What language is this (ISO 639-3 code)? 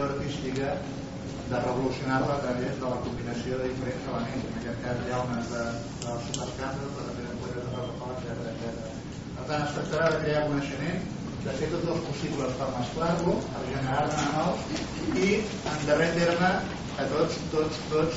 cat